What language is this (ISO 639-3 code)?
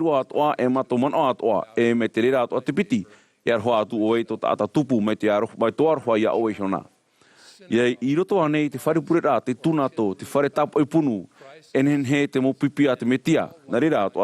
tah